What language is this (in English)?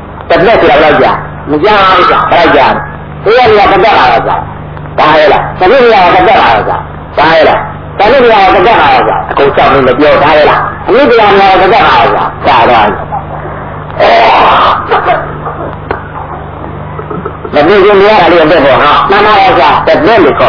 Burmese